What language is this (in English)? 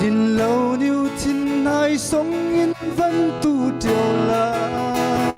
Falam Chin